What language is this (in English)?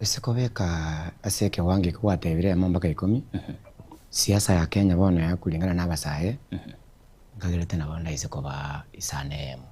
Gusii